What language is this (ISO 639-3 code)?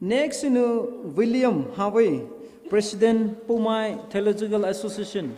pmx